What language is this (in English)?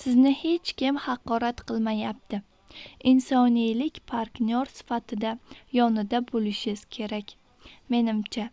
Uzbek